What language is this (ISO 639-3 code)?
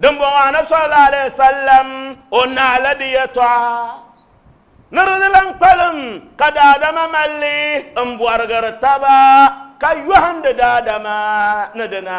dag